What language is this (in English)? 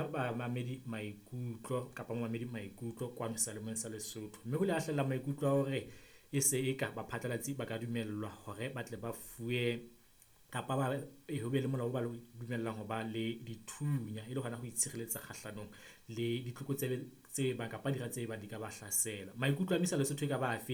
Southern Sotho